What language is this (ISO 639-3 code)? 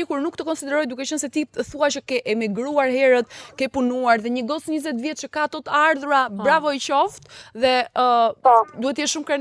sqi